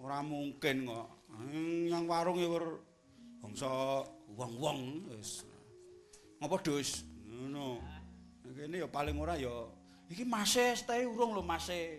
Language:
Javanese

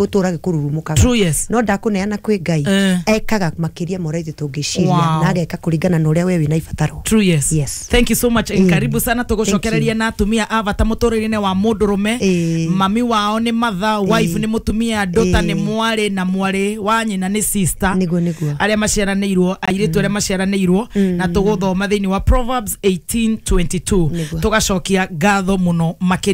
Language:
Kikuyu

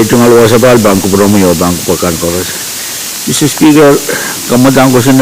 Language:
Pohnpeian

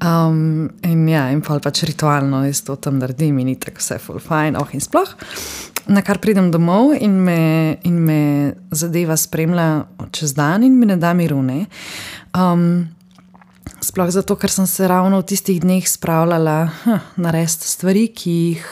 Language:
Slovenian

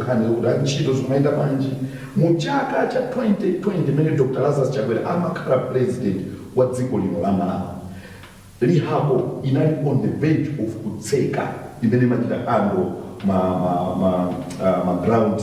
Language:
Nyanja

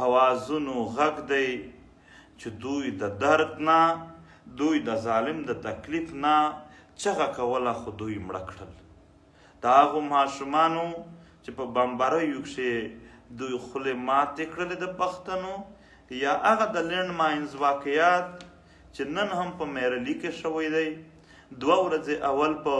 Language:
Pashto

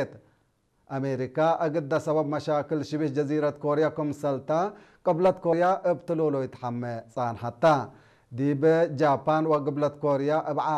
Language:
Tigre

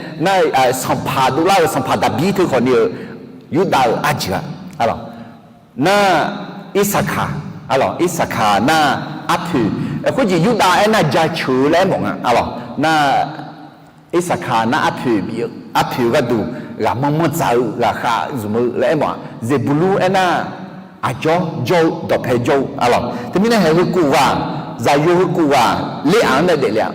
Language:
Akha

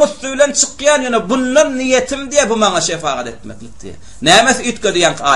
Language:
Turkmen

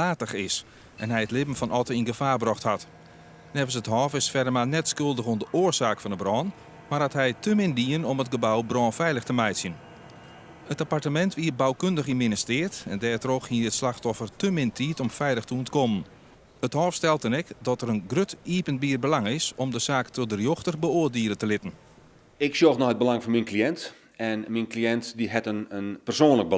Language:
Western Frisian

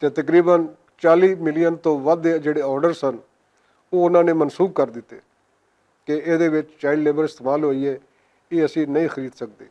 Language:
Western Panjabi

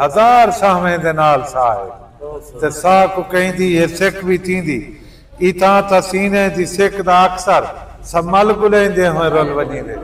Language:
Saraiki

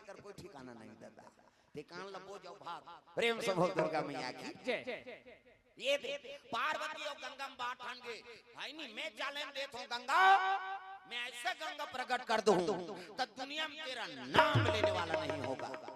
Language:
Chhattisgarhi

